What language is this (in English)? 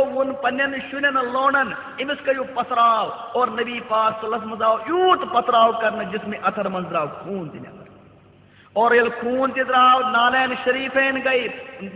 Kashmiri